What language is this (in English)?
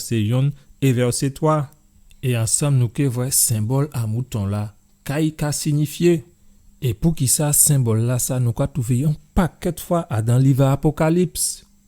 Guadeloupean Creole French